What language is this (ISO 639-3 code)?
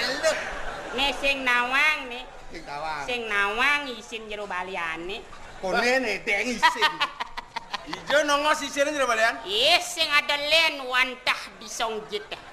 ban